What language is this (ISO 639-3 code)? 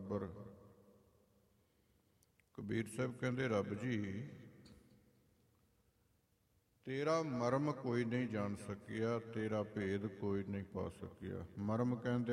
pan